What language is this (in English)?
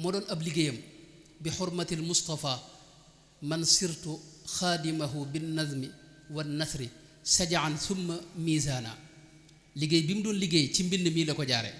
Wolof